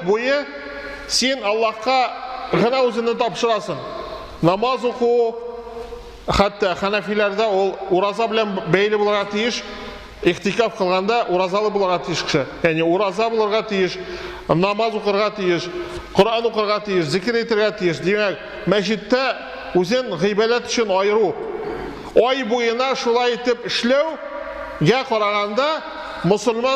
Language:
Tatar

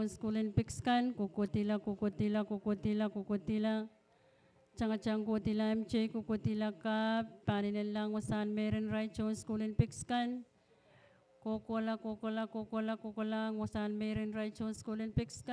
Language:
Pohnpeian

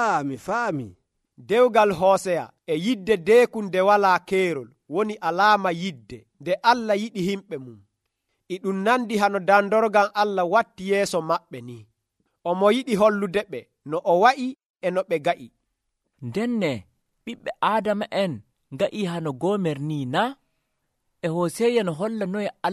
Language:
Nigerian Fulfulde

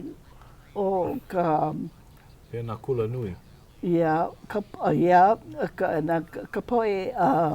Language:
Hawaiian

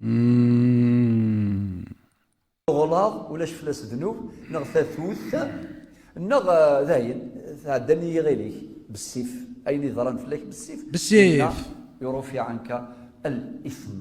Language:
Kabyle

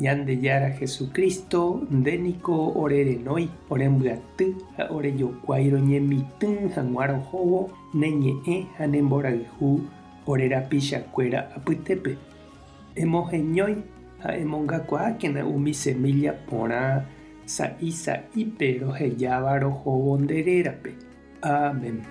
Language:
Guarani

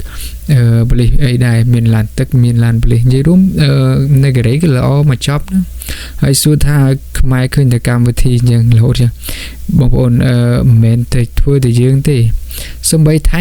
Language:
Khmer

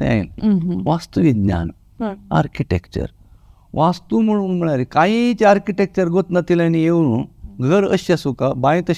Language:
Konkani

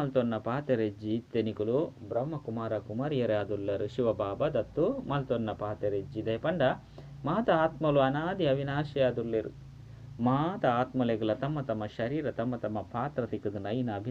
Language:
Tulu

